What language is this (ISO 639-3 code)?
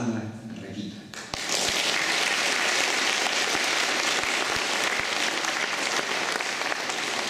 ukr